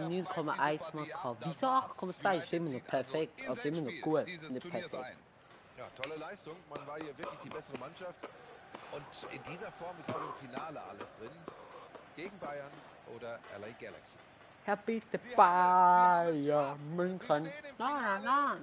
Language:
Swiss German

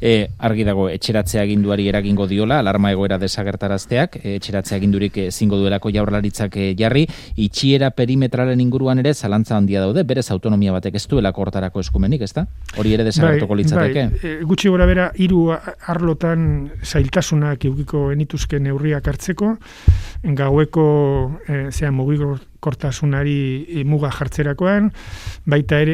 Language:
Basque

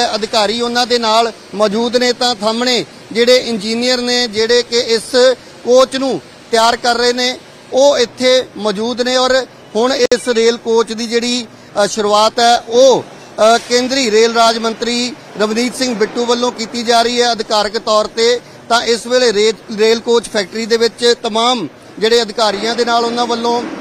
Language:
Punjabi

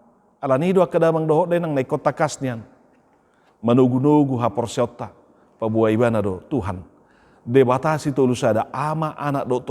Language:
Batak Toba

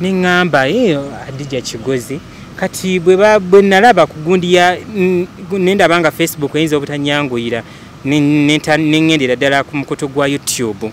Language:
Ganda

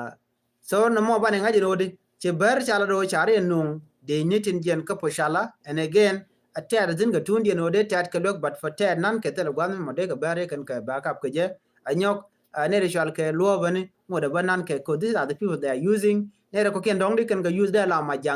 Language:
Nuer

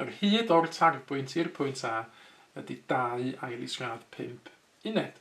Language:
Welsh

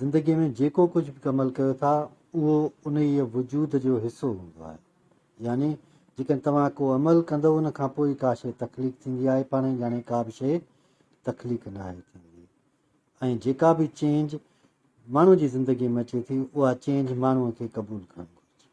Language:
Sindhi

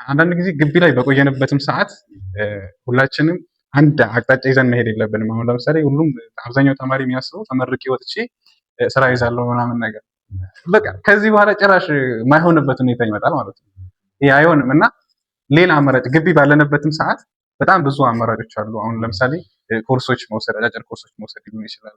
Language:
Amharic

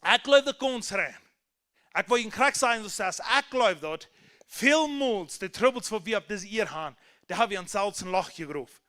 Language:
Plautdietsch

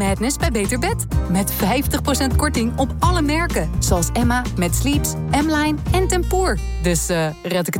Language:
Dutch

